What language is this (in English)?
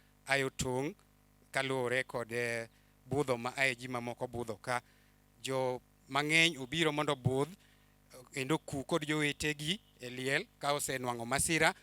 Luo (Kenya and Tanzania)